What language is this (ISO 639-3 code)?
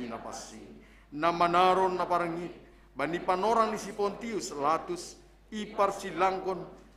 bts